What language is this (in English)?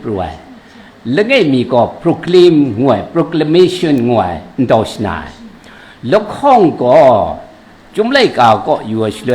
Kachin